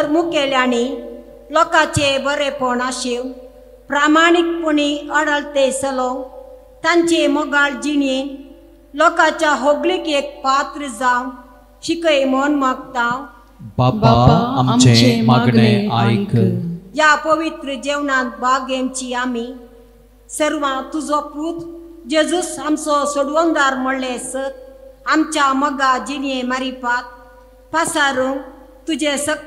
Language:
Konkani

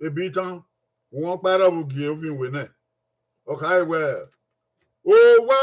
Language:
Bini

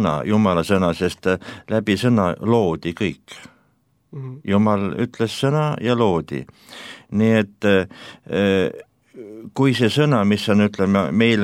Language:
Estonian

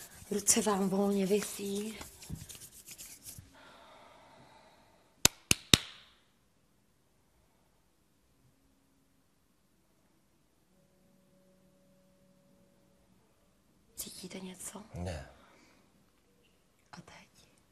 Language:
Czech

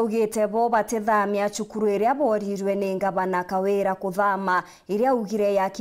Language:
Meru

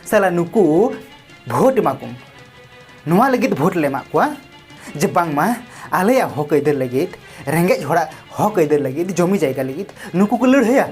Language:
Santali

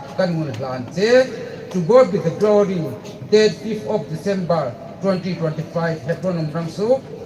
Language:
Hmar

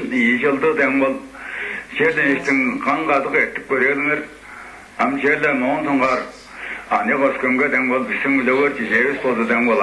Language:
Tuvinian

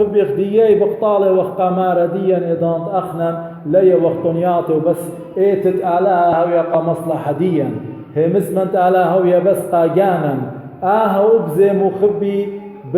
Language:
Assyrian Neo-Aramaic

